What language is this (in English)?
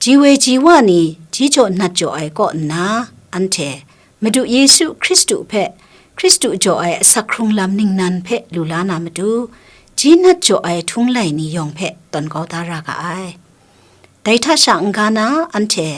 Kachin